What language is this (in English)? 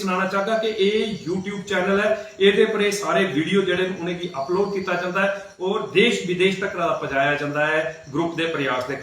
Dogri